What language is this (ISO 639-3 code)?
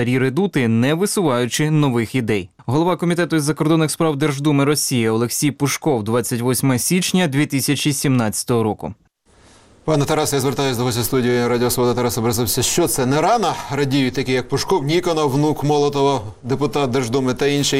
ukr